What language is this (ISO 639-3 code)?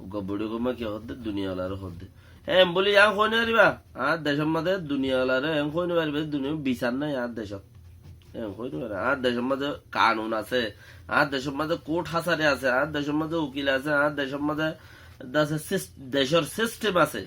rhg